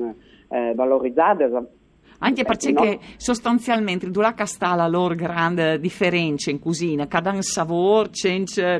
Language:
Friulian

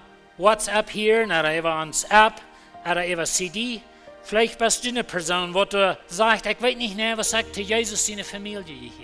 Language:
Plautdietsch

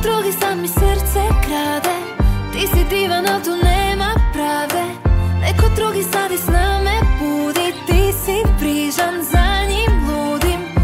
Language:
Croatian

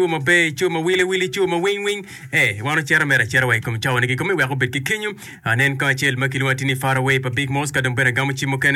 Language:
Acoli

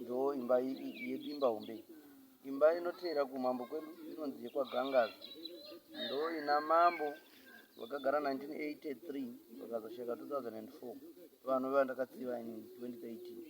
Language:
Shona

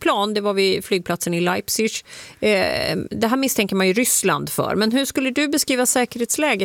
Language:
Swedish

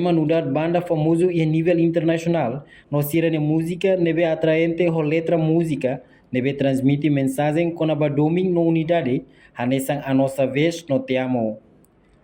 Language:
Tetum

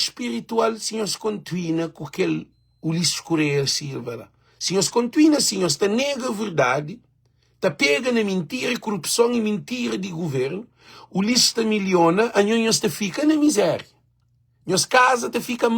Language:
Kabuverdianu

